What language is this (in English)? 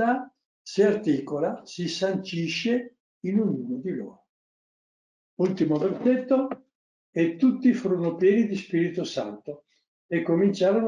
Italian